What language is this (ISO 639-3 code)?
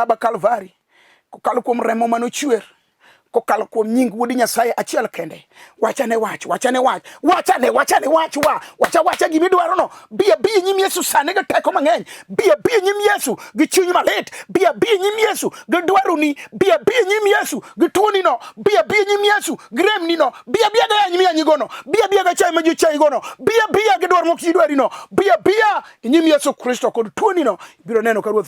luo